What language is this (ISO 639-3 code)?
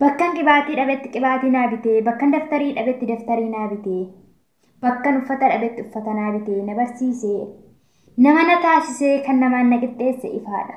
orm